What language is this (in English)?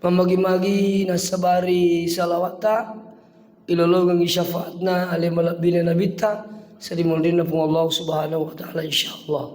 Buginese